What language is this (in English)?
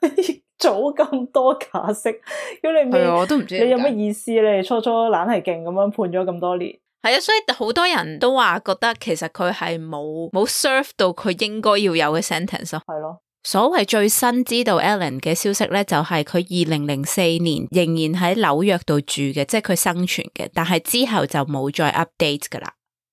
Cantonese